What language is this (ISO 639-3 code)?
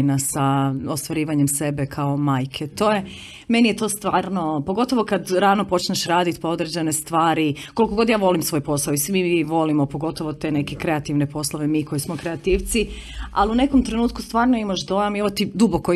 hrv